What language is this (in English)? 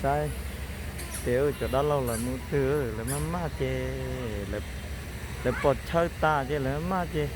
Hmong